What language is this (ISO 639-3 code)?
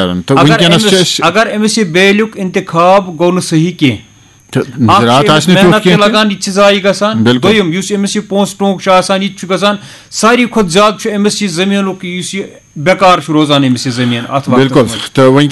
kas